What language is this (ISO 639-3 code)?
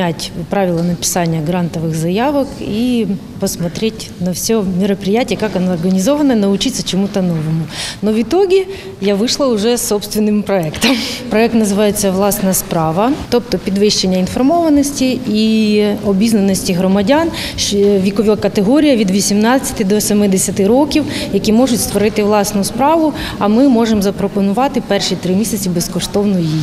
ukr